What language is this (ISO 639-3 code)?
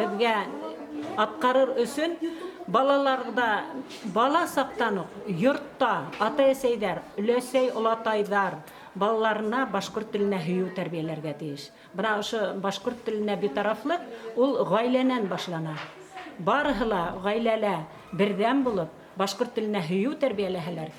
bak